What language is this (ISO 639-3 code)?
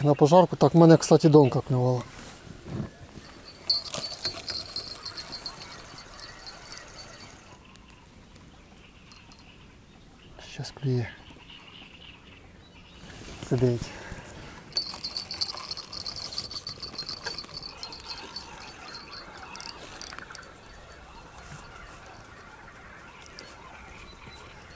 ukr